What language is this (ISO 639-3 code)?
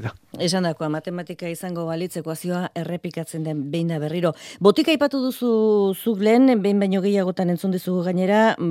eus